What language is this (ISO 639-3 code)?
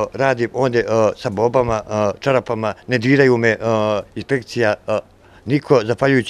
bos